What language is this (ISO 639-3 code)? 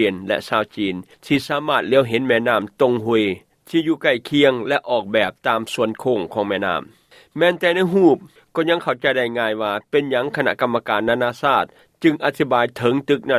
lao